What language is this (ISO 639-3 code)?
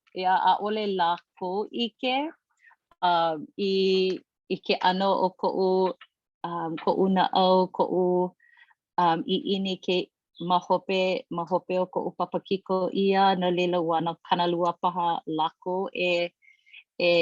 haw